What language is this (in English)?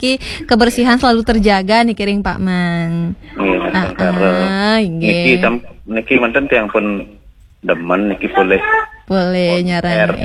Balinese